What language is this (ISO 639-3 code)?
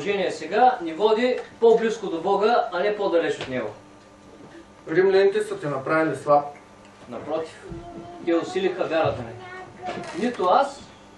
bul